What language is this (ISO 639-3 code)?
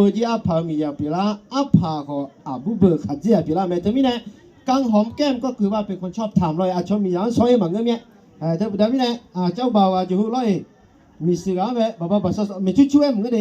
ahk